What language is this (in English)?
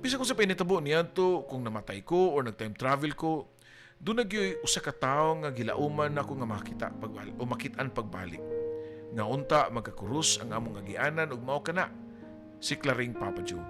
Cebuano